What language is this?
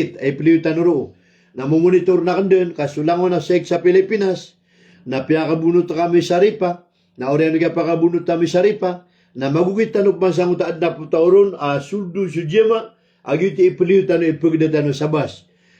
Maranao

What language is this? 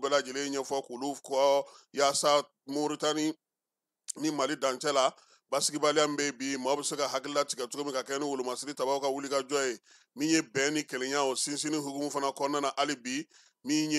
Bambara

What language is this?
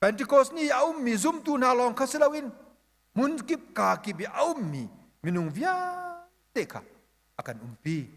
Hakha Chin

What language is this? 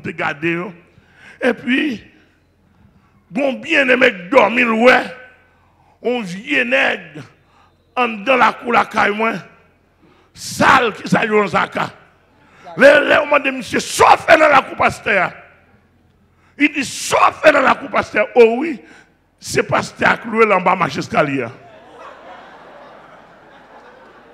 French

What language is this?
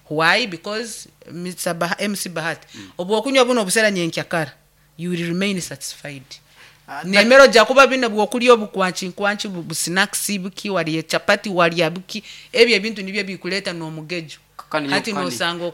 Nyankole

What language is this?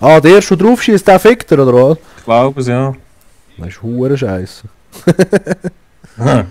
Swiss German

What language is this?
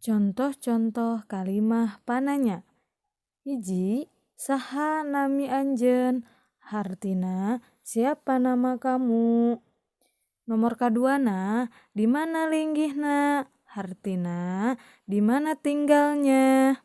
Sundanese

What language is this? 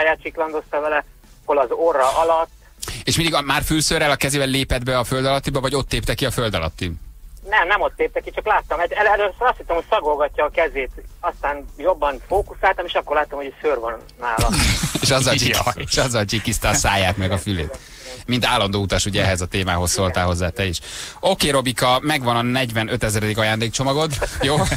Hungarian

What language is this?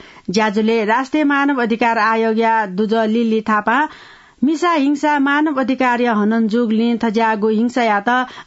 Newari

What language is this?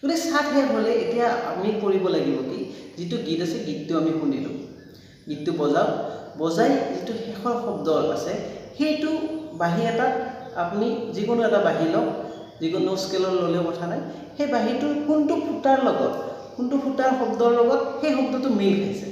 Assamese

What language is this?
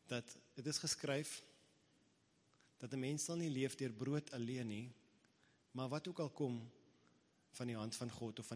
Afrikaans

